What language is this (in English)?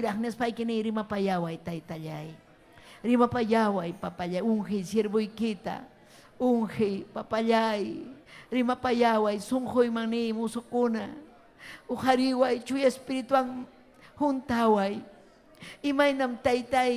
Ayacucho Quechua